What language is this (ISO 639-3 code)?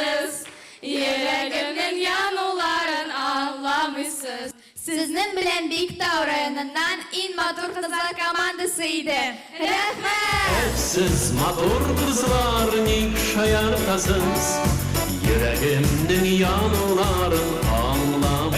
tat